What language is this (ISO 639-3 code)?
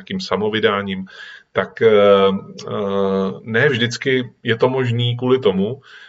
ces